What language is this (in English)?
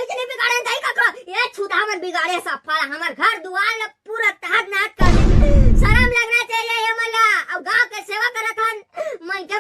Chhattisgarhi